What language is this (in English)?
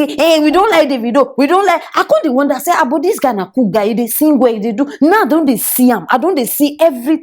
Nigerian Pidgin